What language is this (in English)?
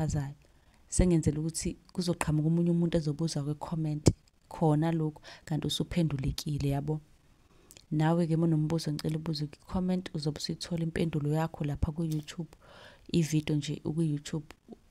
Zulu